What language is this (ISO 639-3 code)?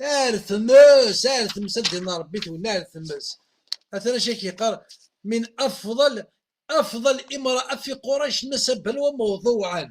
kab